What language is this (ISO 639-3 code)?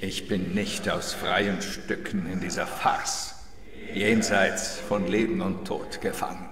gsw